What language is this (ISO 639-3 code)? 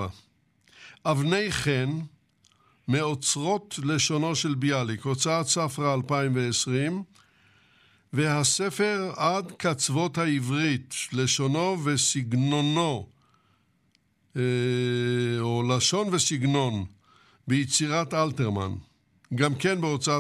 heb